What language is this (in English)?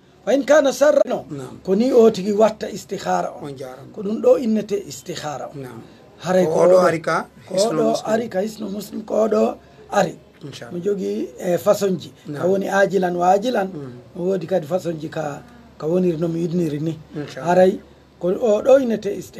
Fula